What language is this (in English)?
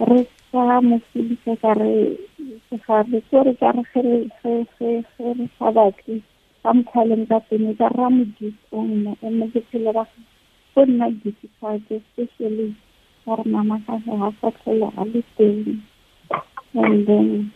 Tswana